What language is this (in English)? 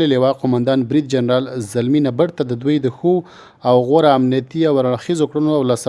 Pashto